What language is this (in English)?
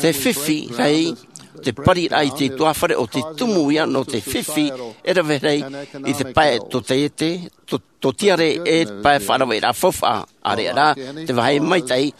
Tahitian